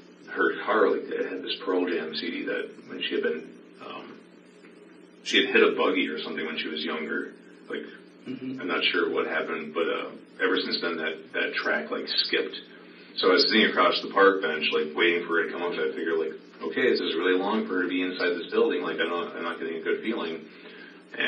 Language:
English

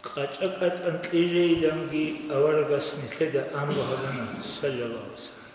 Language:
Avaric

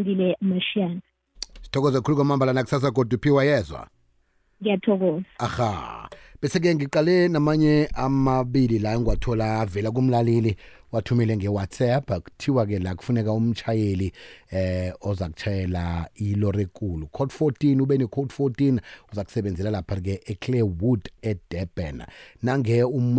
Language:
South Ndebele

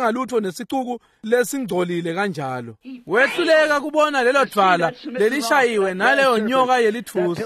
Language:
Swati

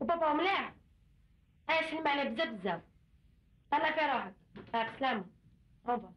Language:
Algerian Arabic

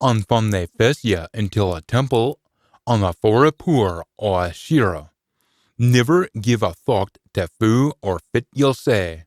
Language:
Scots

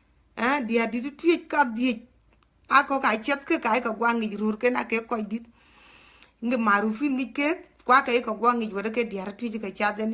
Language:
Dinka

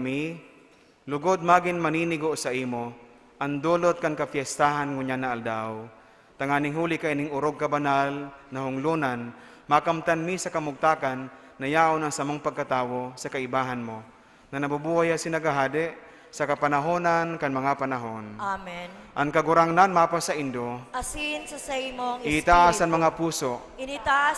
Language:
Bikol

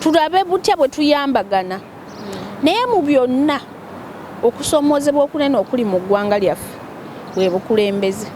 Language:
Ganda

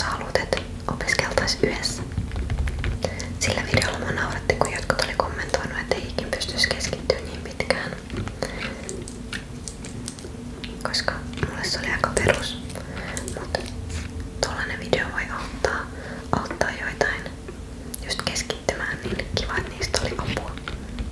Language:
Finnish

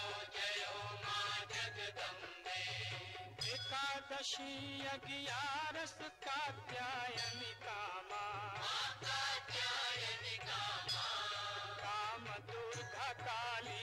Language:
Gujarati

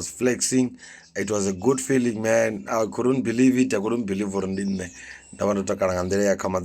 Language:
Venda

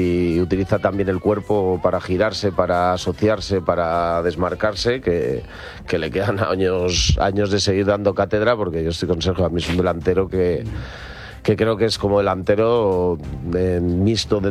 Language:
Spanish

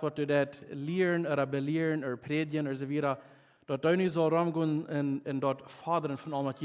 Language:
Plautdietsch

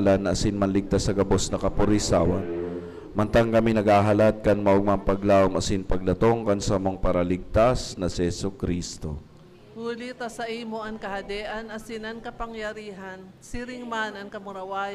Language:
Bikol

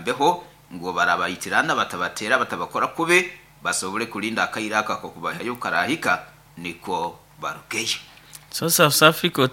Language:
Nyoro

